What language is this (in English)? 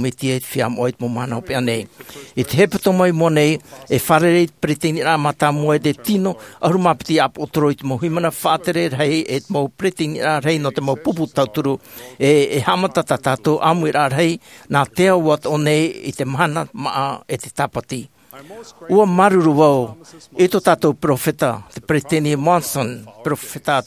Tahitian